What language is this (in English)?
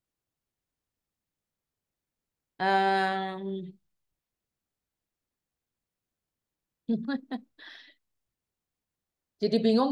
Indonesian